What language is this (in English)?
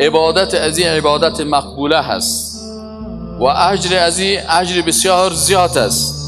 Persian